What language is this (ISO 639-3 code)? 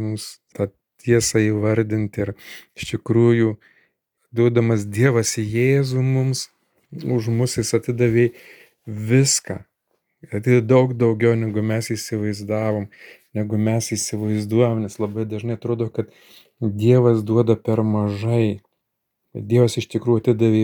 lit